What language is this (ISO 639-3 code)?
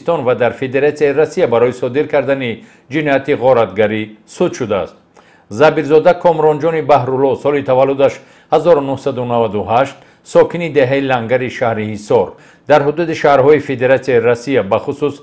tgk